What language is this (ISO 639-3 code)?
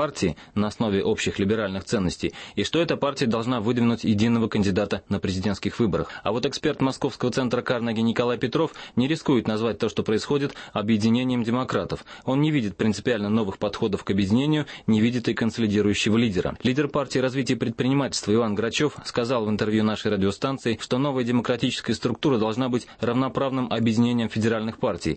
rus